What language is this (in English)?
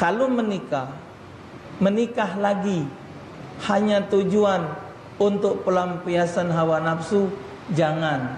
Musi